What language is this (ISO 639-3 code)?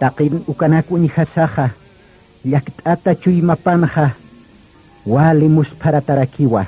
aym